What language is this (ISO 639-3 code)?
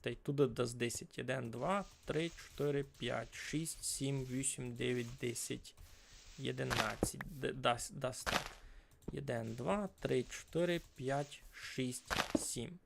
rue